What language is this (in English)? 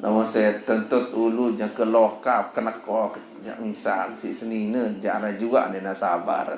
Sasak